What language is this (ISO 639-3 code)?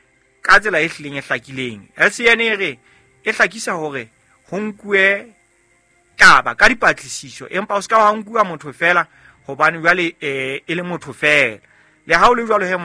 sot